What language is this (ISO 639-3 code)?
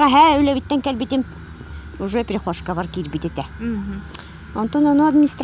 sah